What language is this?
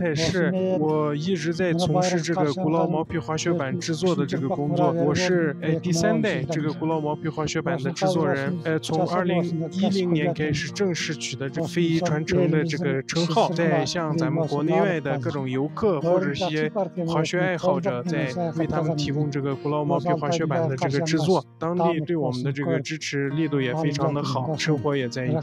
Chinese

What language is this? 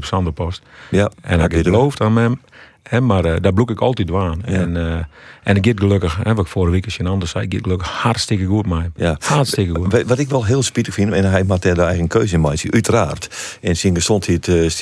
Western Frisian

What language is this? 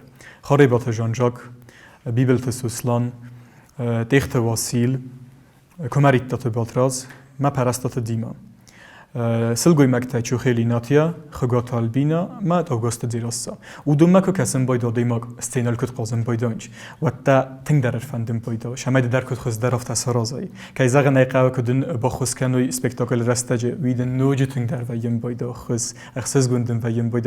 Ossetic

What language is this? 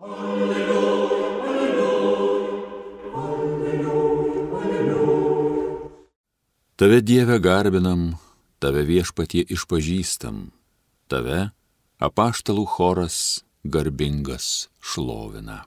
Lithuanian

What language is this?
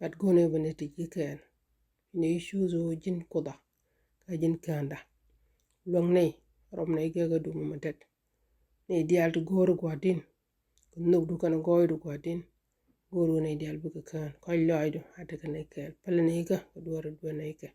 Nuer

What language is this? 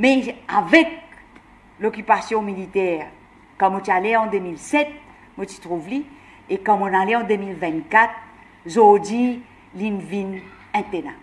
Morisyen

